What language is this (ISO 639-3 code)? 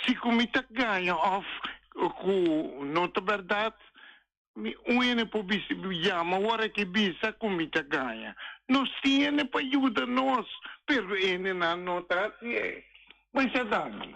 pap